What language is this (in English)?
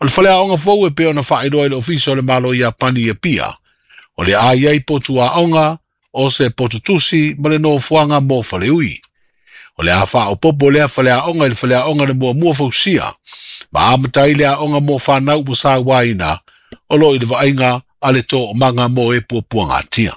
Samoan